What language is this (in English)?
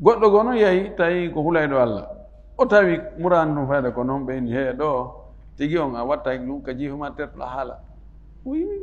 Fula